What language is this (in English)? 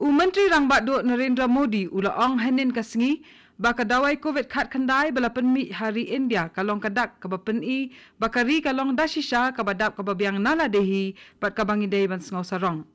Khasi